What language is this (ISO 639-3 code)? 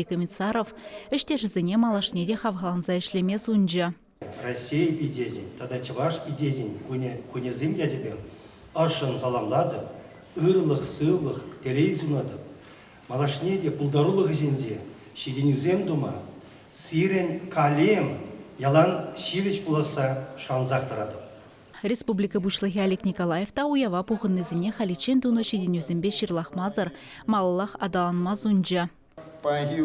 chv